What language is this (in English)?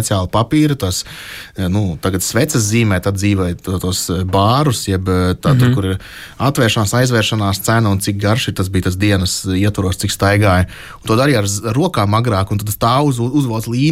Latvian